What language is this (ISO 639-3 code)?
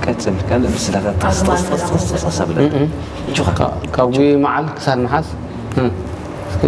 tir